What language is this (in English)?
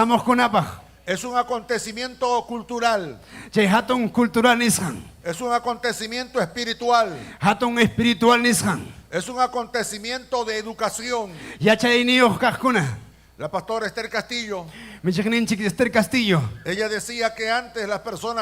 Ayacucho Quechua